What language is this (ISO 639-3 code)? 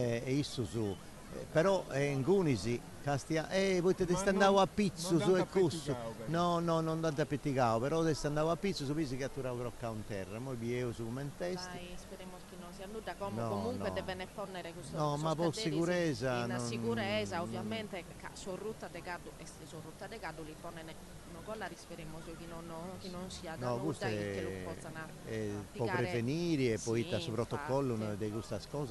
srd